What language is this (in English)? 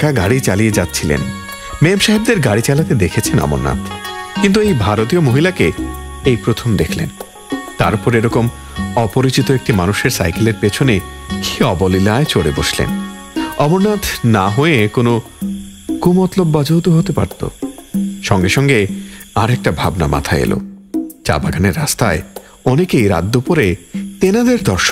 Bangla